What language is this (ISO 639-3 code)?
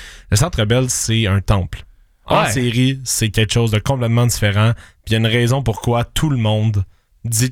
fra